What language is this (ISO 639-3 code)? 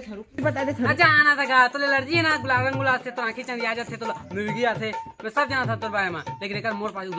hne